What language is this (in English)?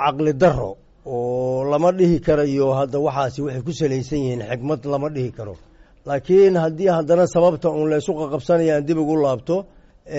Somali